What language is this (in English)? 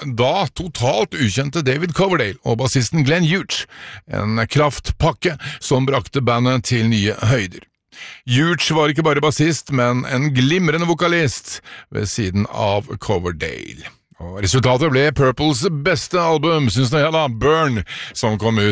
Norwegian